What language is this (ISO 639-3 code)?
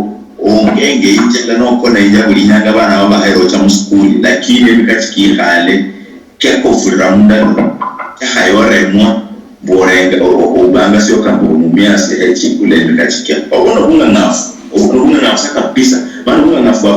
luy